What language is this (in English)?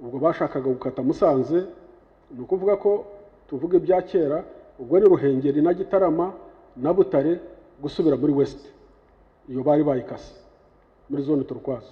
Kinyarwanda